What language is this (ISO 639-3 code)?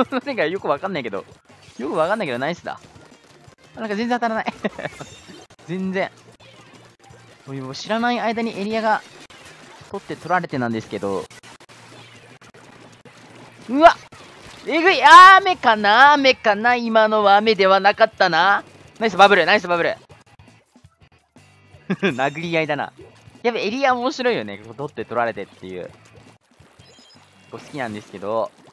jpn